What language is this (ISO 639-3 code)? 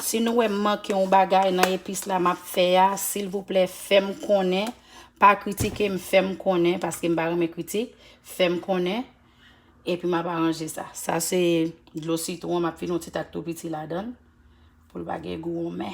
hat